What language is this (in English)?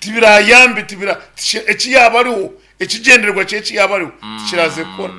Nyankole